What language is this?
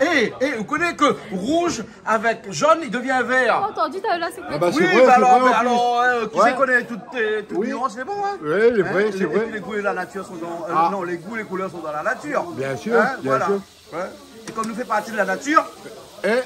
Réunion Creole French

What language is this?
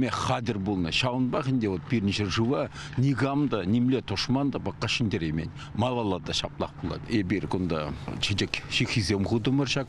Chuvash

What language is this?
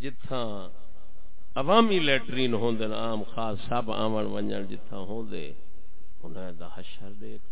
Saraiki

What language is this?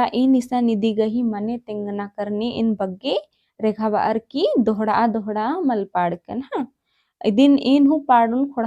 Kurukh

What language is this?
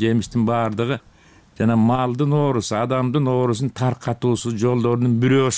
Kyrgyz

